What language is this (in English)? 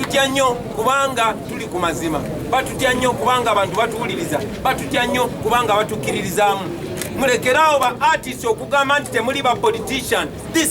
Ganda